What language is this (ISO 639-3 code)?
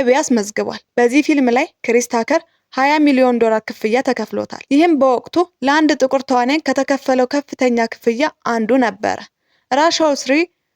amh